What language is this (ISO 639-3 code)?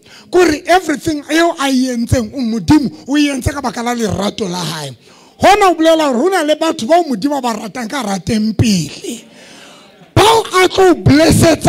sot